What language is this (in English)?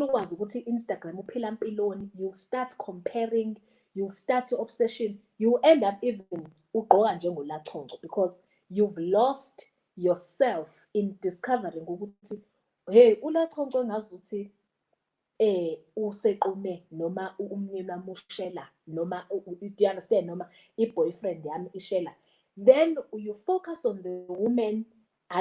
Zulu